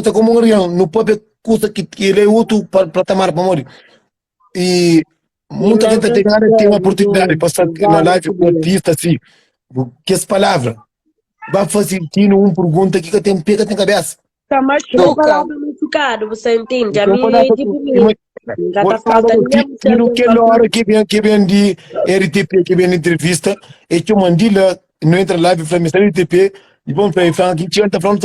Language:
Kabuverdianu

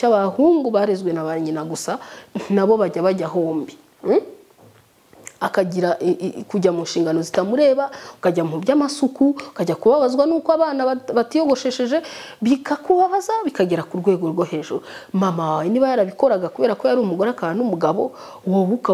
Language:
Kinyarwanda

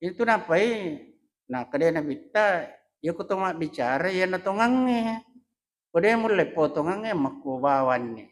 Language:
Buginese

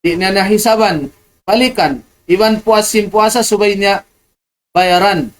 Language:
Tausug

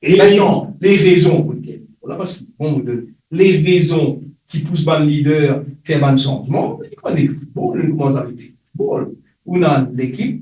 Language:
Morisyen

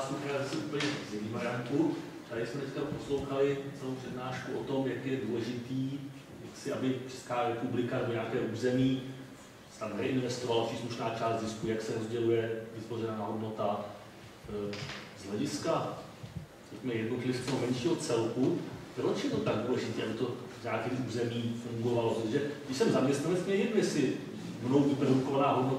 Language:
Czech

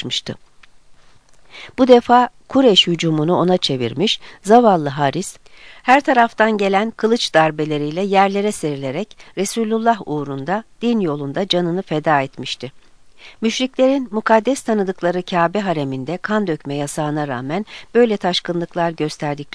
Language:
Turkish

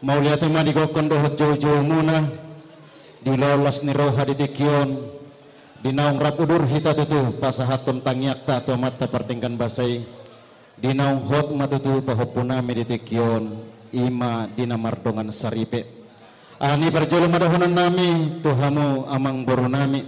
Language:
Batak Toba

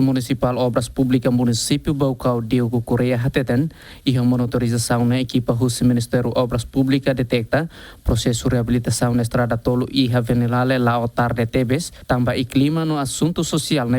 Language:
Tetum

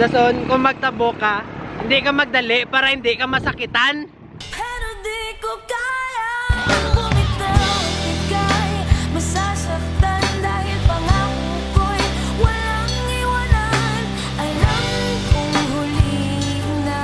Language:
Hiligaynon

